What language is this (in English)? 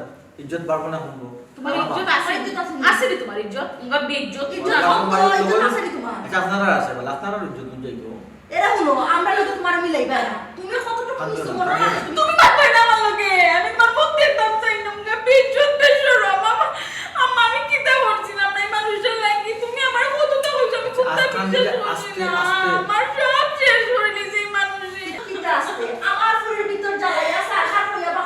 Sylheti